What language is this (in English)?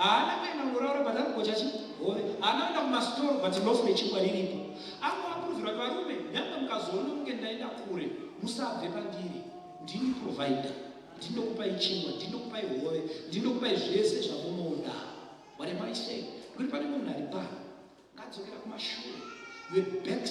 Shona